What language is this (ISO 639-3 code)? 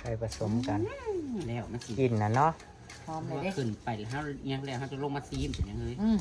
tts